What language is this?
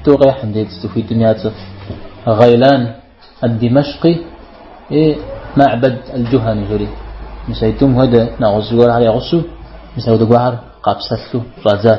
Kabardian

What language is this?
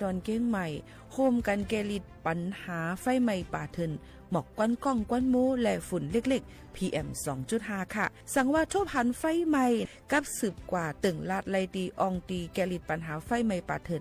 Shan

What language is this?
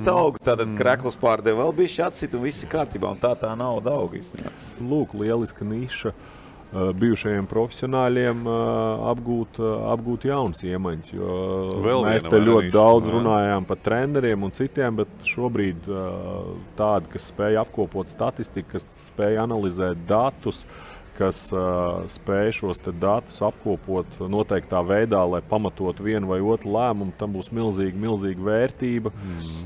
Latvian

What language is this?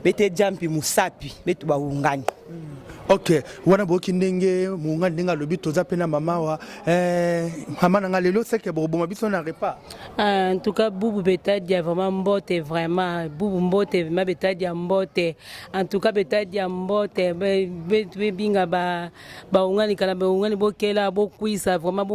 Lingala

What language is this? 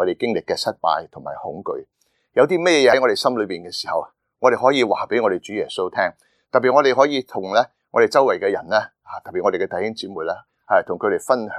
Cantonese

